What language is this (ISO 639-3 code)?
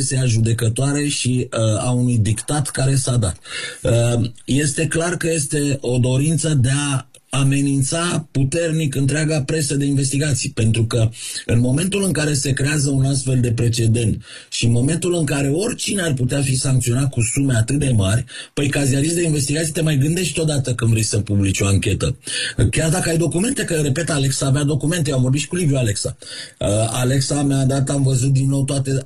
ron